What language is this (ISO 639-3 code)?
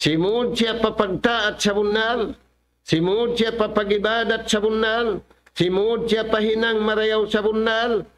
tsg